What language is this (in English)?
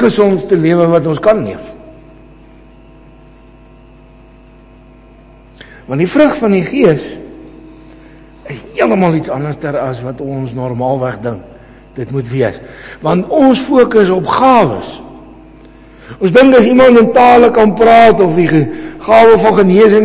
Afrikaans